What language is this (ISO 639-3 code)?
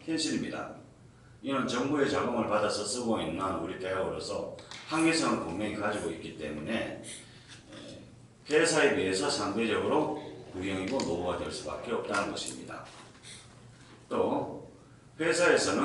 kor